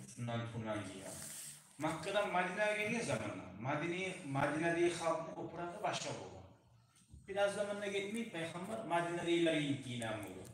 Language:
Kumyk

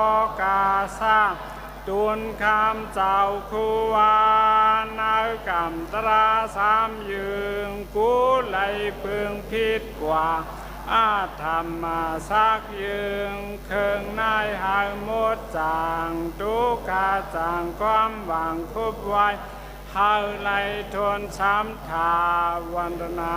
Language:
Shan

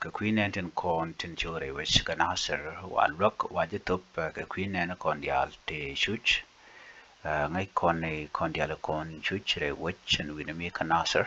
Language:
Nuer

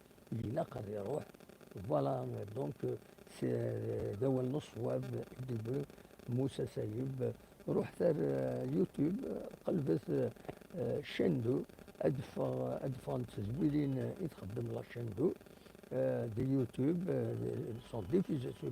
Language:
Kabyle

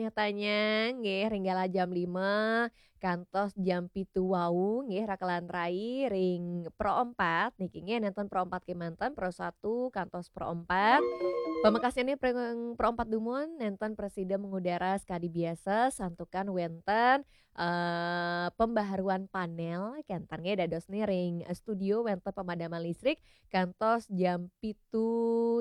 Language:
Balinese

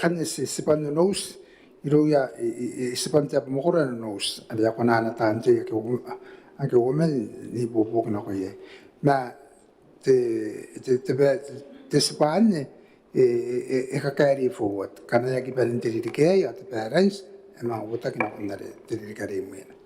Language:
Gilbertese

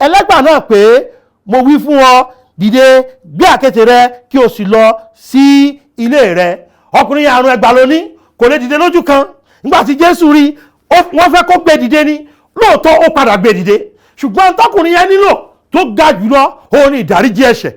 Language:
Yoruba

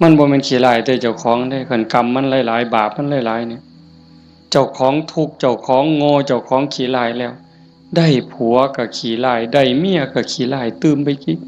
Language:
Northeastern Thai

